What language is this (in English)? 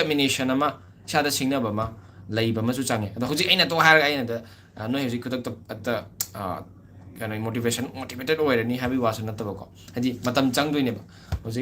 Manipuri